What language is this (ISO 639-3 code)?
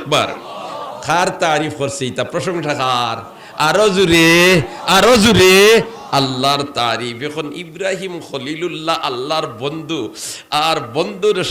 syl